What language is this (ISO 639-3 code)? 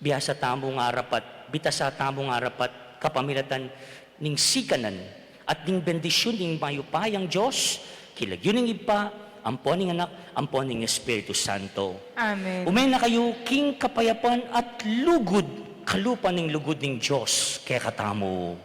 pam